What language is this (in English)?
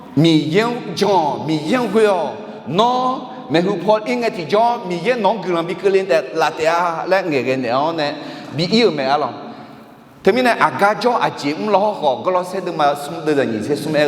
Akha